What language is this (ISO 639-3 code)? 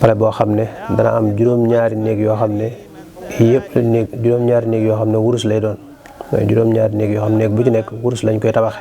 wol